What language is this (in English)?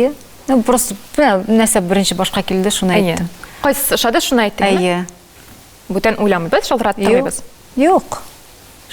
Tatar